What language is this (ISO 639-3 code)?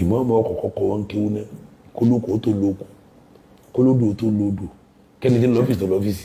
yor